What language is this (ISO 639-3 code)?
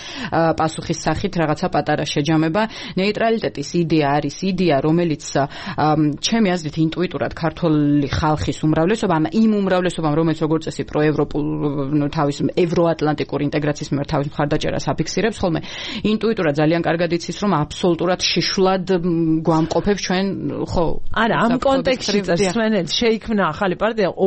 kat